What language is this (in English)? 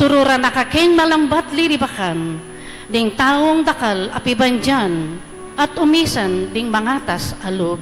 Pampanga